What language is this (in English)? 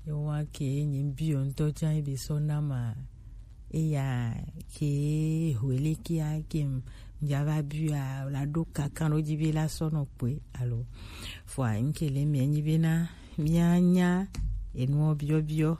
Gen